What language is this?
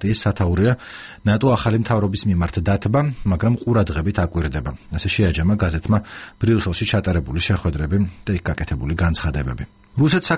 Georgian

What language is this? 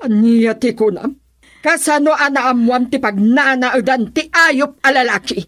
Iloko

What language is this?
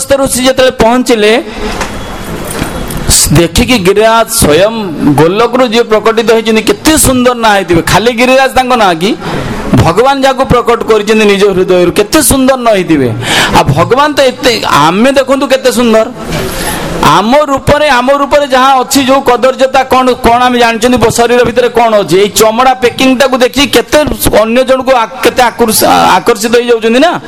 Odia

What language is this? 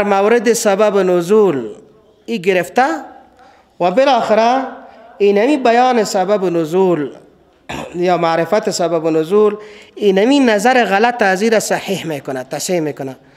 Persian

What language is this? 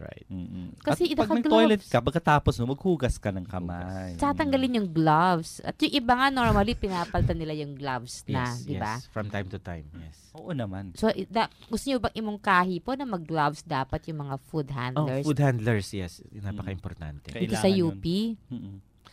Filipino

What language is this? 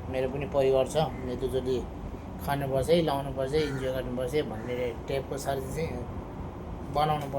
Nepali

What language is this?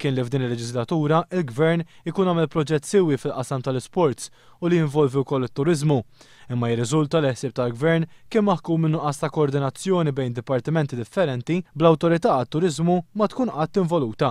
Maltese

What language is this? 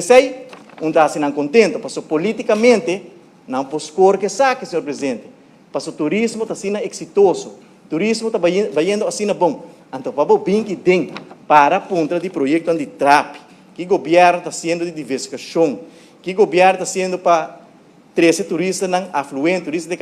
Papiamento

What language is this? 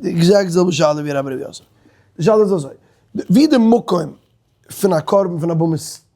Yiddish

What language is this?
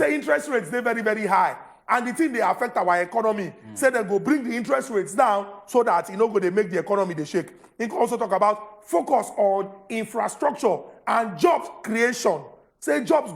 Nigerian Pidgin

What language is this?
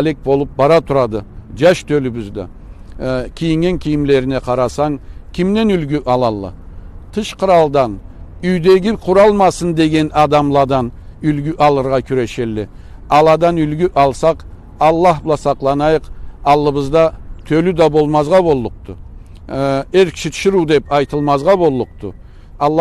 Karachay-Balkar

